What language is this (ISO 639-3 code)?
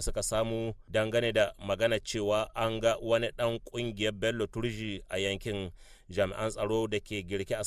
hau